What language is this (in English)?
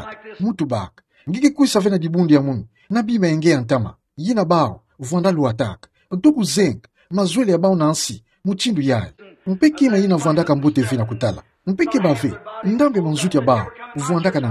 Kituba (Democratic Republic of Congo)